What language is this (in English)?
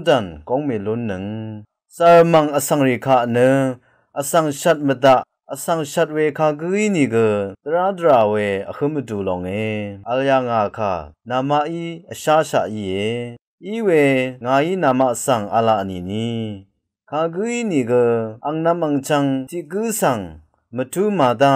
Rawang